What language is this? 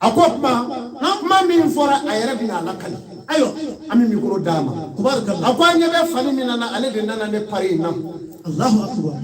Bambara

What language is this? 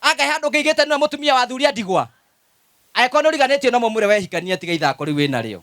Kikuyu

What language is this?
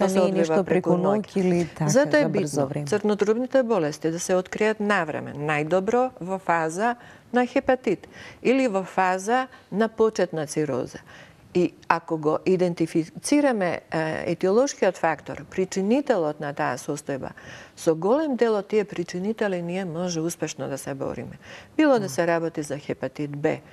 Macedonian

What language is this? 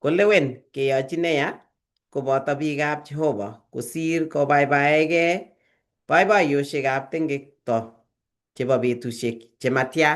Kalenjin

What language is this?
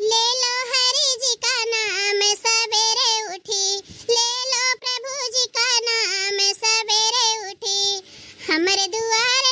Bhojpuri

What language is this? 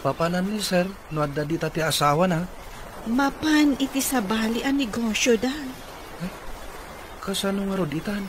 Iloko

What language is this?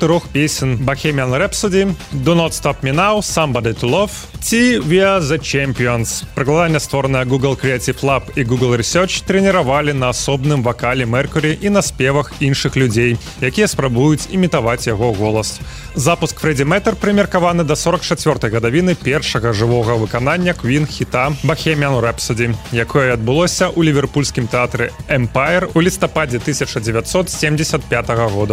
Belarusian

